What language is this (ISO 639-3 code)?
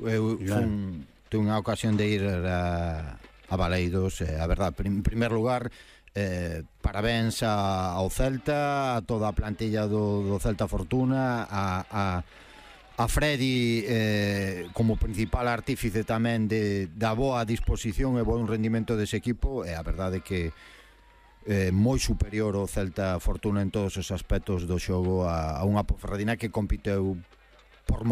glg